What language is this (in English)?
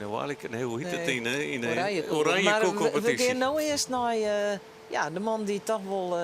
Western Frisian